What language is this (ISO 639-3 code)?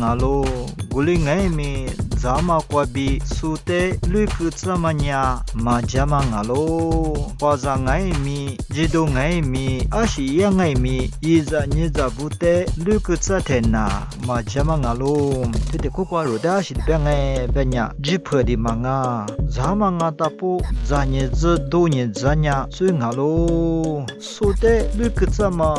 lis